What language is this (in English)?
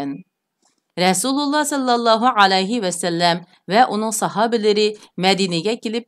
Uyghur